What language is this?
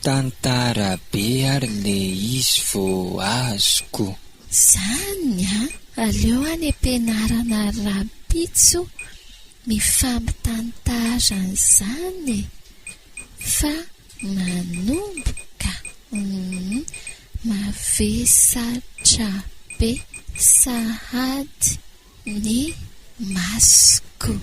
Malagasy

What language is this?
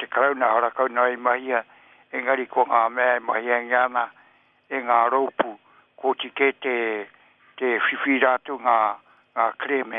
Māori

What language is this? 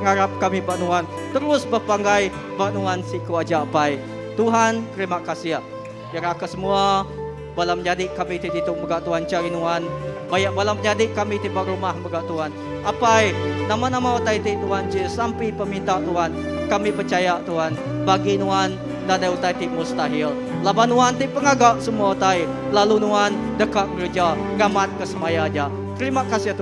Iban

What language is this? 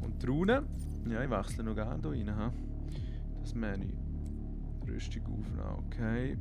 Swiss German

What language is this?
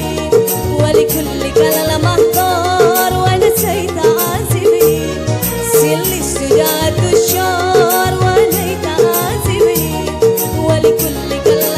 Banjar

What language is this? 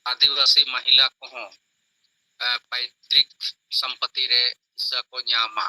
Santali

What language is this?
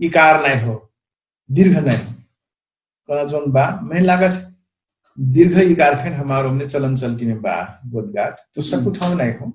Dangaura Tharu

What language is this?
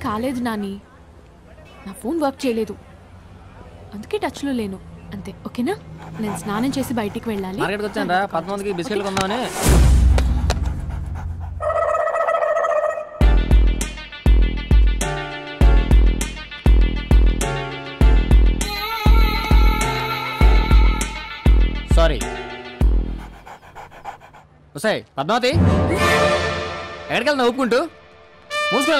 Telugu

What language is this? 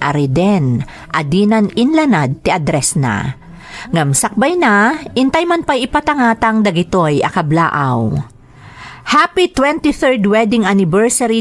Iloko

